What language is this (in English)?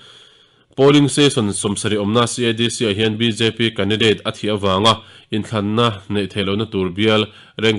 Mizo